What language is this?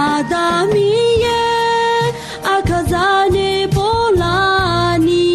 Akha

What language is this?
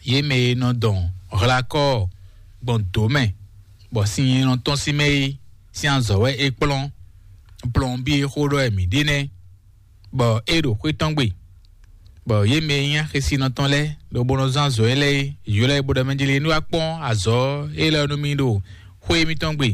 Fon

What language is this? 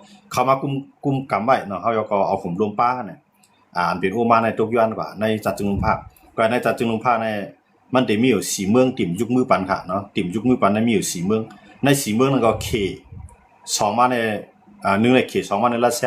Shan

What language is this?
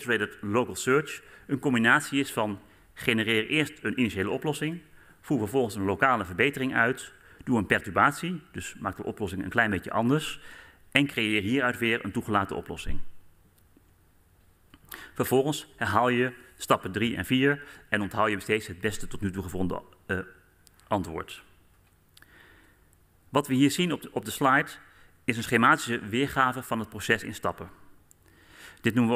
Dutch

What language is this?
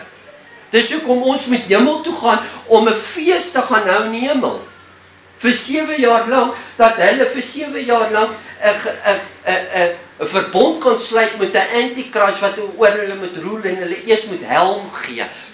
Afrikaans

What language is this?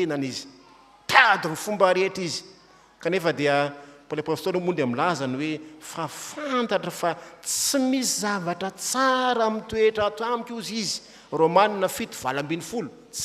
Malagasy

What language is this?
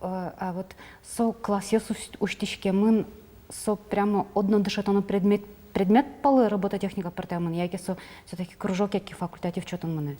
Udmurt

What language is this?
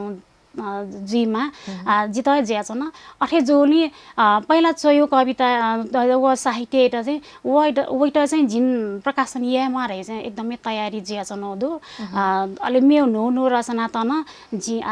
Newari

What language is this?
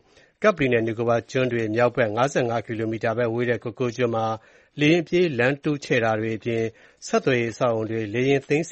Burmese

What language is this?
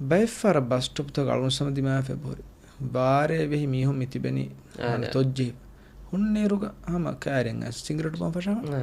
Divehi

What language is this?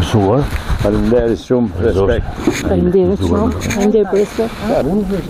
Albanian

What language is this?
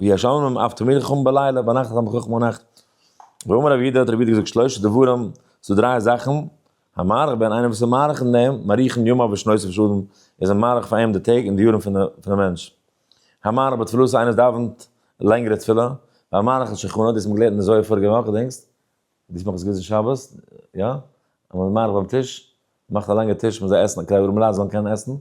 Yiddish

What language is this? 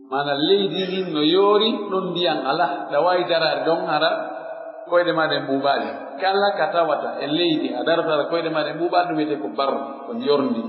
Pular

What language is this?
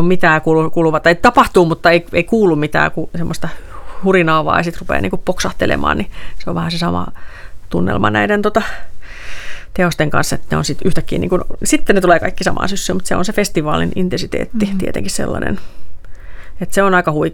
Finnish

